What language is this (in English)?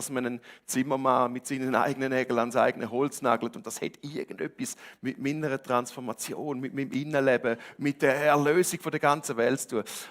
Swiss German